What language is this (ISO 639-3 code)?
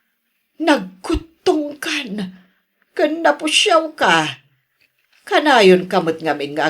ilo